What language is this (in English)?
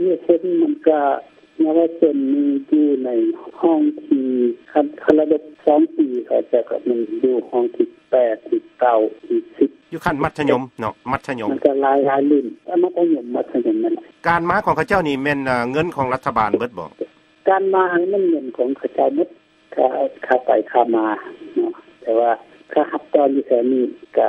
Lao